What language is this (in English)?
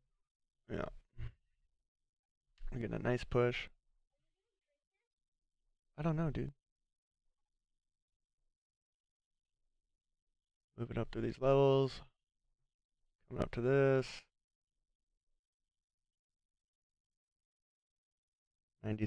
English